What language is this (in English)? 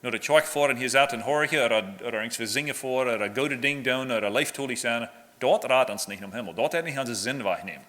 Plautdietsch